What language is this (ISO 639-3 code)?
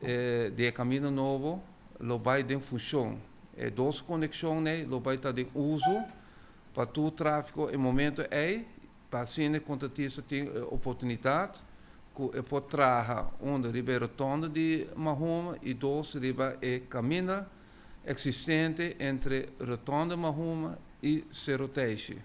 pap